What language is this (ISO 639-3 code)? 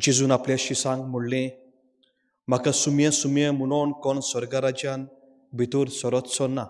kok